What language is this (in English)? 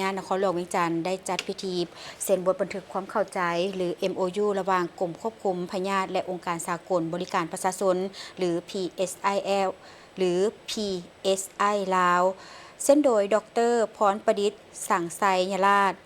Lao